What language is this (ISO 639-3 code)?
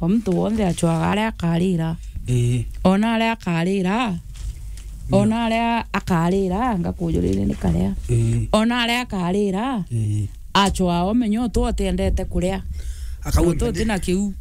mer